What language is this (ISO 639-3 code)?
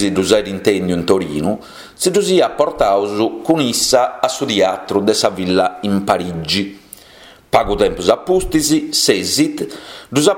srd